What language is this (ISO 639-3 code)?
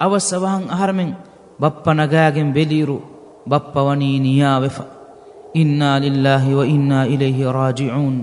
div